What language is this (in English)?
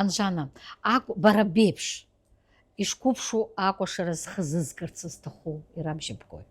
Abkhazian